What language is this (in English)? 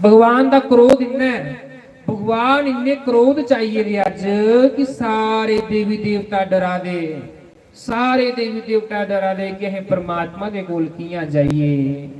Dogri